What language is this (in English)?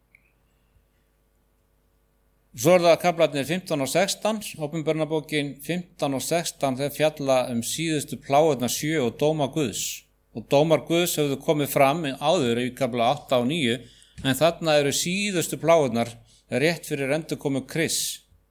Icelandic